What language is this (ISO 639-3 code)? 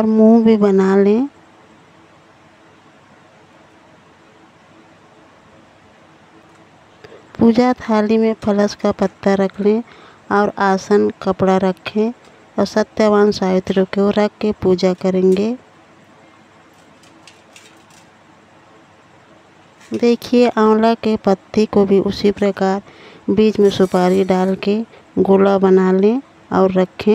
hin